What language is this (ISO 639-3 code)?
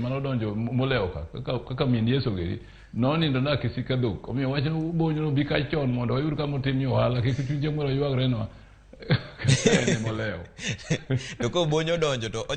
luo